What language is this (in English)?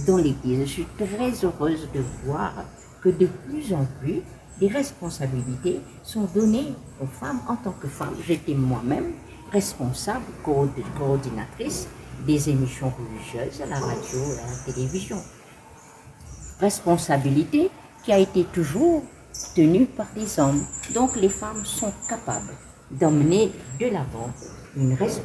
French